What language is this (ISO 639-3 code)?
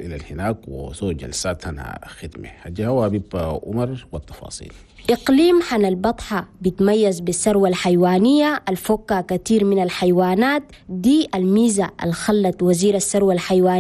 shu